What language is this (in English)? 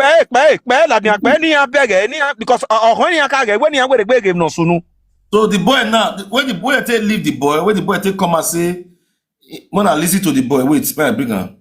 Nigerian Pidgin